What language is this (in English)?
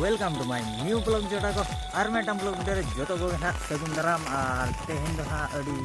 Santali